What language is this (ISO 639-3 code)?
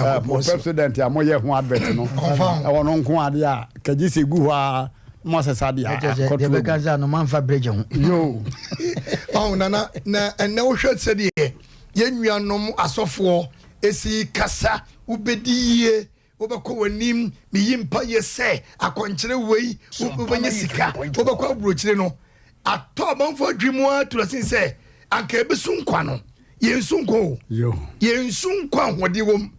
aka